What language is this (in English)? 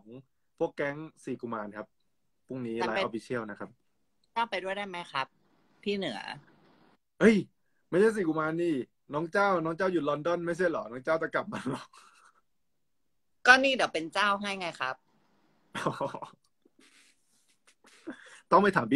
Thai